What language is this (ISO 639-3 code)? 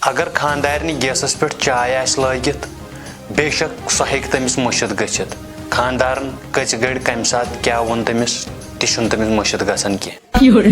kas